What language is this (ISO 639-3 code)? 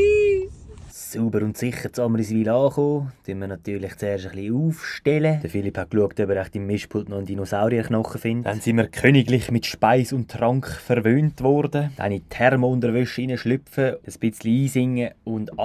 gsw